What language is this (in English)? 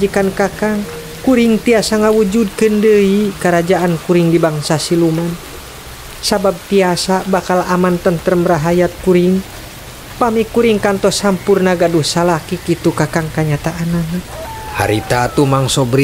Sundanese